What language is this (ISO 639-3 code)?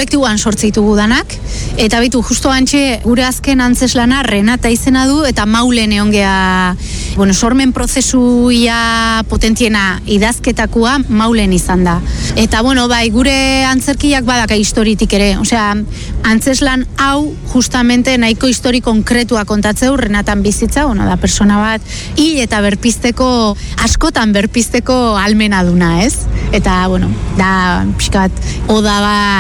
eus